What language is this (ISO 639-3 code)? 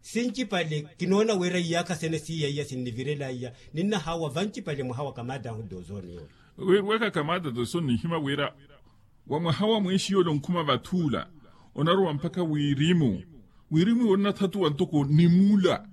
vmw